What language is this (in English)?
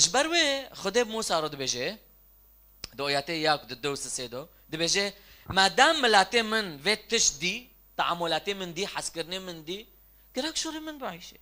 Kurdish